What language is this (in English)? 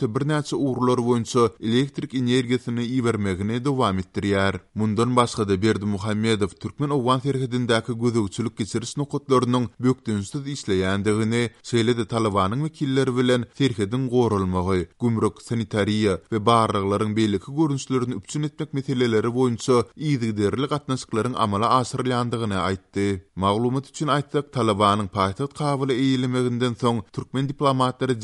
Turkmen